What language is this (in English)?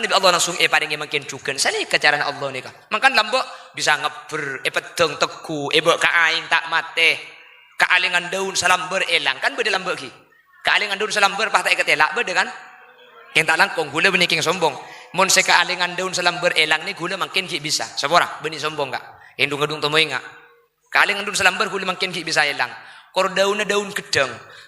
Madurese